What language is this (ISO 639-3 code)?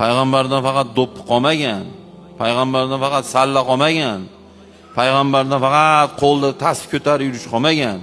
uzb